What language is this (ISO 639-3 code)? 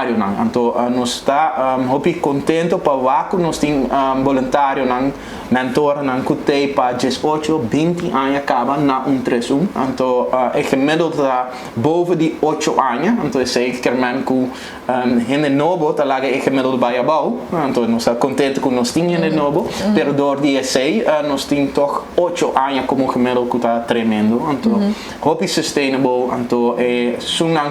pap